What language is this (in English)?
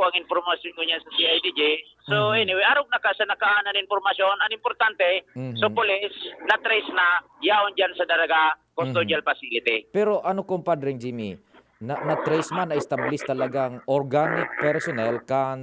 Bikol